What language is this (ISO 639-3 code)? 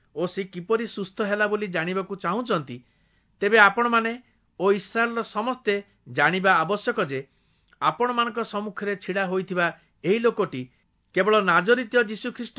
ori